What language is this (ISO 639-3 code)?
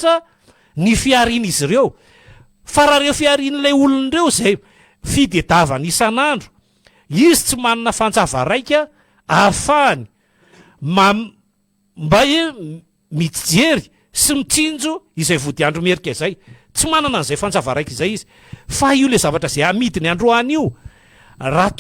mlg